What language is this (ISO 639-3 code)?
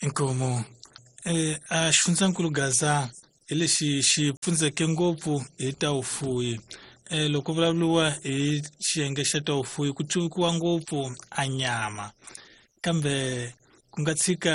tso